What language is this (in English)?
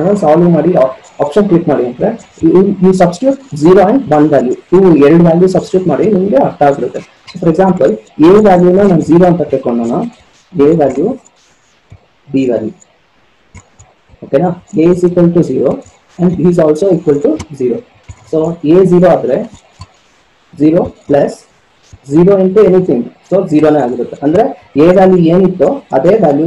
Kannada